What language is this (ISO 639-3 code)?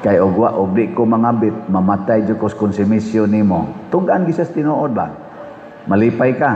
ceb